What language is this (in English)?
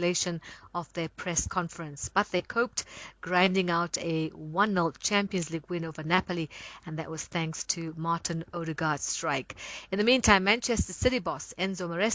English